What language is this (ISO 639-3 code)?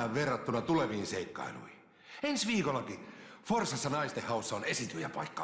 fin